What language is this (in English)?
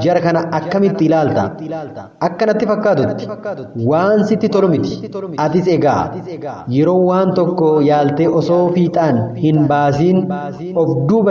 Oromo